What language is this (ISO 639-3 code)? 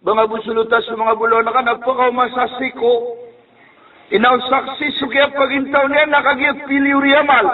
mrw